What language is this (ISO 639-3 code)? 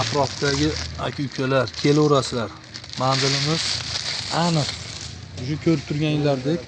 uzb